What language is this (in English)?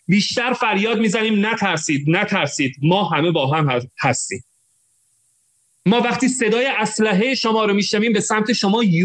Persian